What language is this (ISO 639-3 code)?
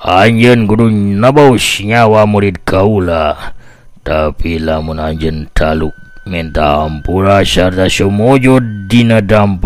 sun